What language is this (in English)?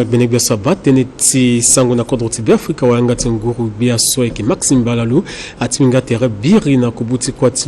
Sango